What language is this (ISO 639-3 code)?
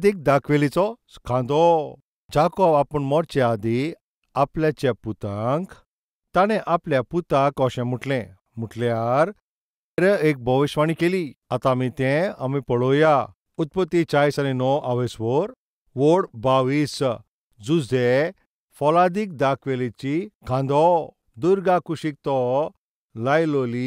kok